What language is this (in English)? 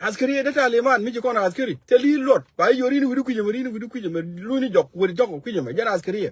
Nuer